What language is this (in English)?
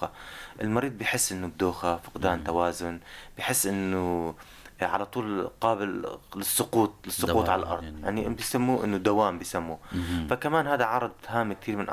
North Levantine Arabic